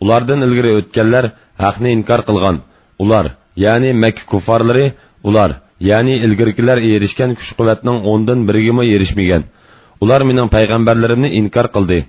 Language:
Uyghur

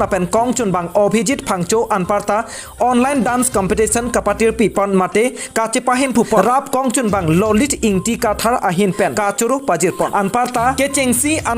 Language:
Karbi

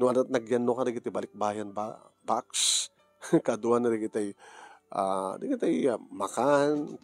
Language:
Iloko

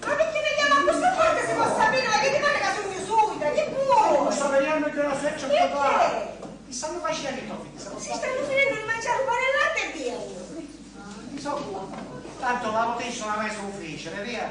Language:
Sicilian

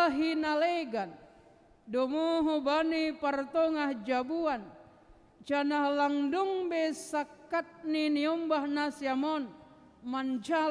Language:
Batak Simalungun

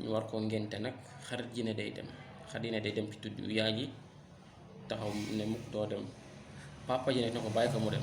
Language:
Wolof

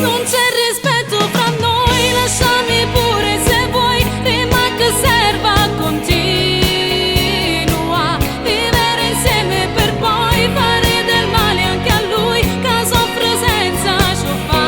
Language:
Neapolitan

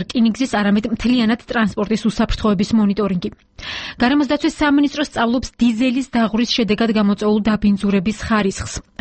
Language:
Georgian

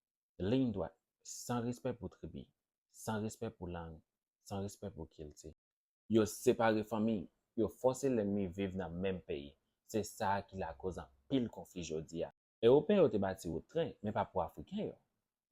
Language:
Haitian Creole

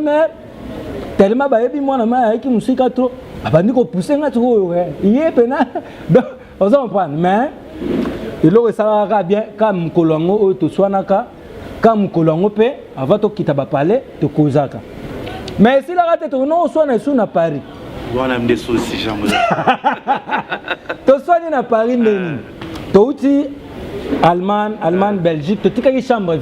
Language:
Lingala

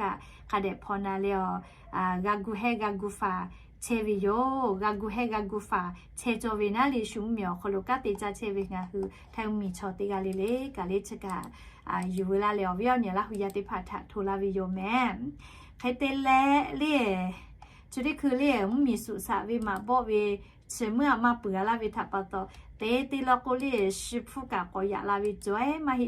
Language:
Lahu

